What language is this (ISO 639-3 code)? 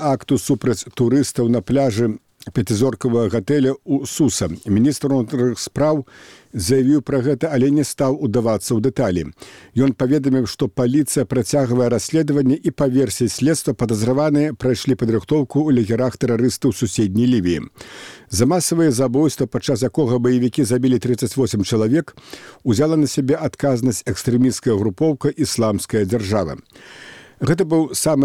bel